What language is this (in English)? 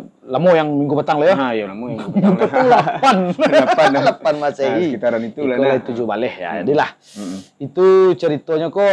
Minangkabau